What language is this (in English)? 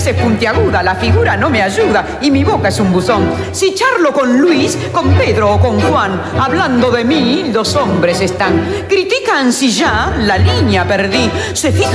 Spanish